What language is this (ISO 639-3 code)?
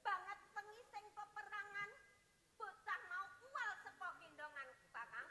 jav